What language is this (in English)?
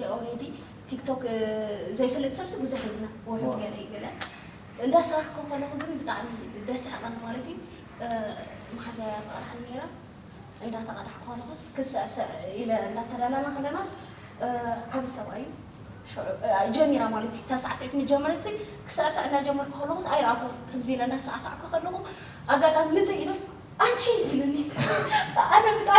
Tigrinya